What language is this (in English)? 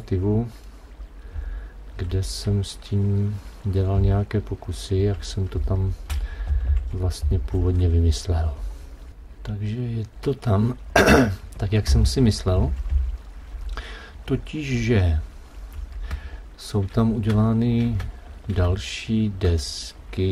Czech